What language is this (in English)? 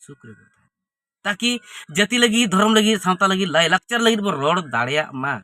Santali